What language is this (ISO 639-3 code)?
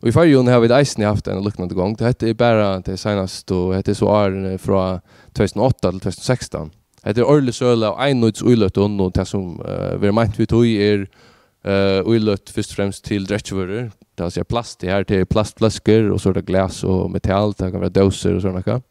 fao